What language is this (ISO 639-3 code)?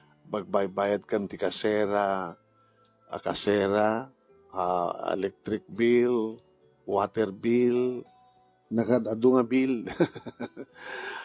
ilo